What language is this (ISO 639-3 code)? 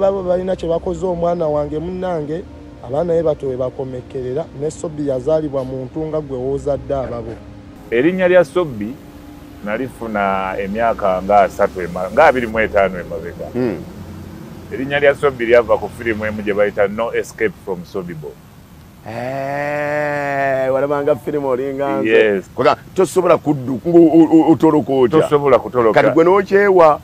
lug